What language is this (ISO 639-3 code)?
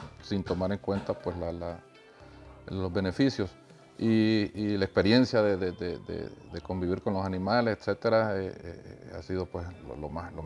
spa